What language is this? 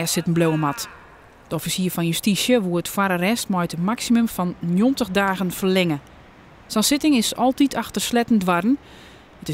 Western Frisian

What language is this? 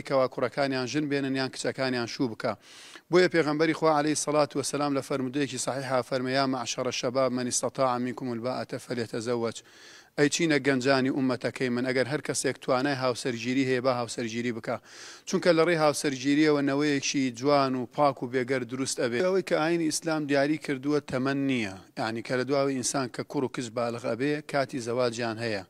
Central Kurdish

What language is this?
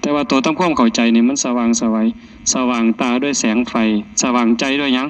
Northeastern Thai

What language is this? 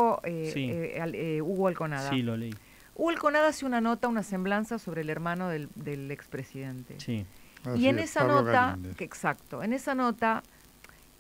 Spanish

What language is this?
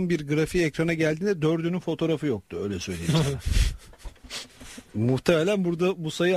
Turkish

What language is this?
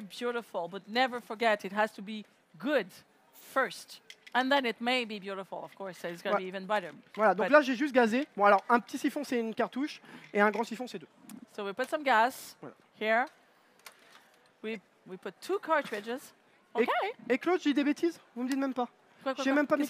French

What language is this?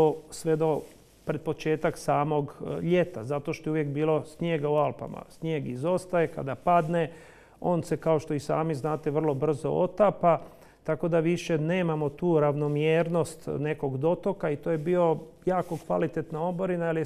Croatian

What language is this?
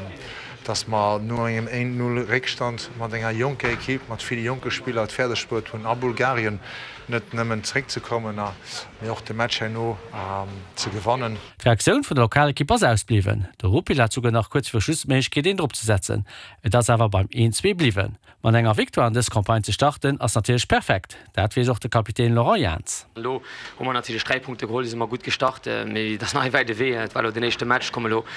Luxembourgish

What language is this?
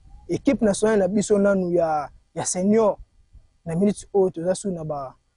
Lingala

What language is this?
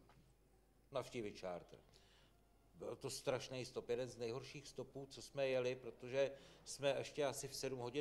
Czech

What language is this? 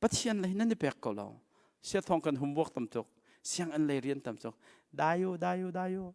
Hakha Chin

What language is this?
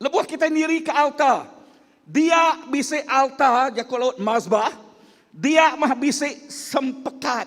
Iban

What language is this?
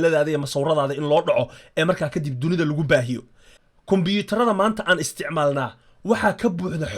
Somali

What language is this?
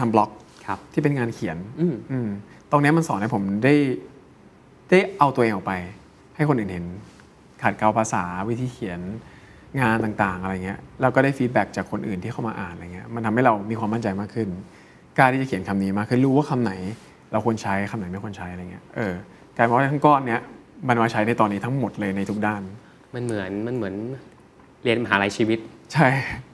Thai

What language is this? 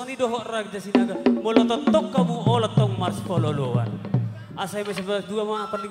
Batak Toba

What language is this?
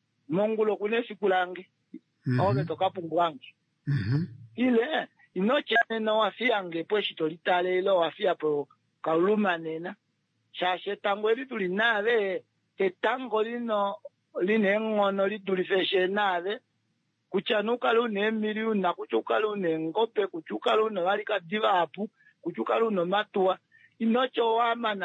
Kuanyama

